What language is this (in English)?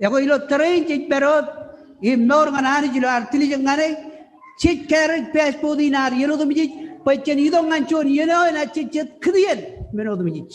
Marshallese